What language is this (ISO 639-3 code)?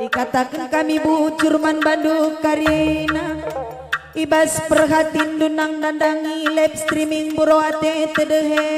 btx